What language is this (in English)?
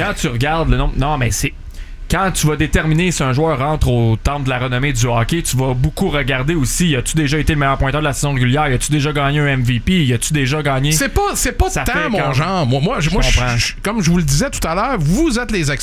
French